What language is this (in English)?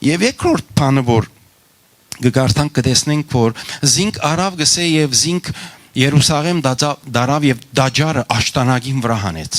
Western Armenian